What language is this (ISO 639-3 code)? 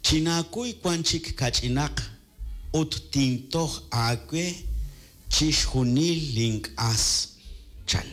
kek